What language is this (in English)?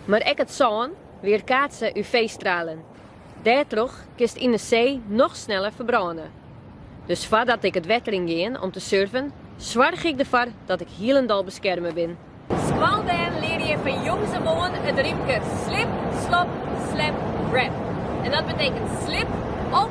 Western Frisian